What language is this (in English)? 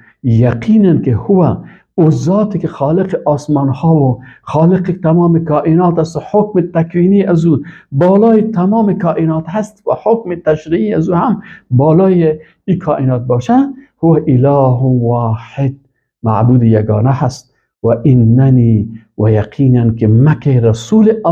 Persian